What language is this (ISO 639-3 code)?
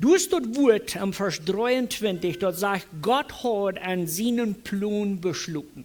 pdt